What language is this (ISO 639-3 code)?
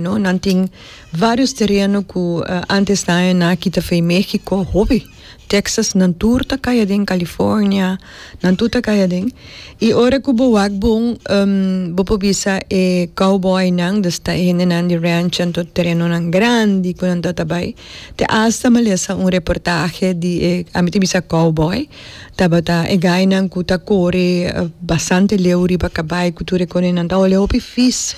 pap